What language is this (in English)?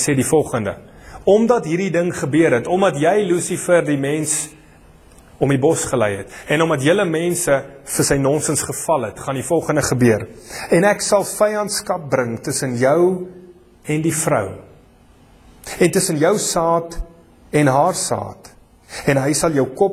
Afrikaans